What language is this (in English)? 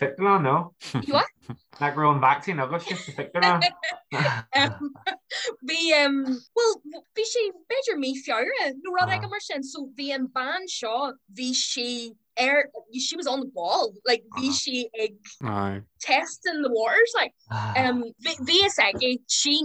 Irish